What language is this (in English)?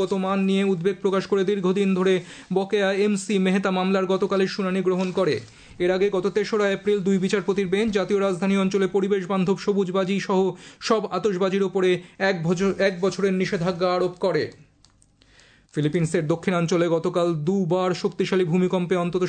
Bangla